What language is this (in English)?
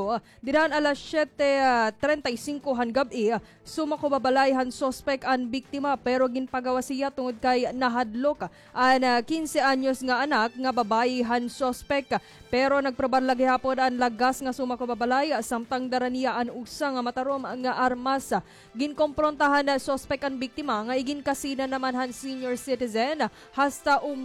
Waray